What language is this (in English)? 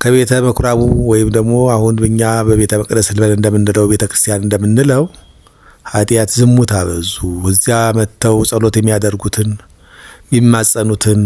Amharic